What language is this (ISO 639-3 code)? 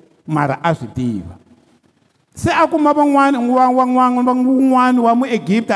tso